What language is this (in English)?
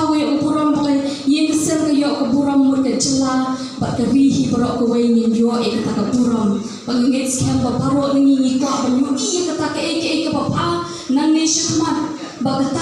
Khasi